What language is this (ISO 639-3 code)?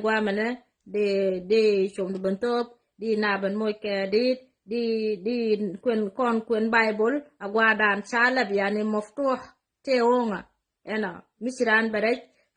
nus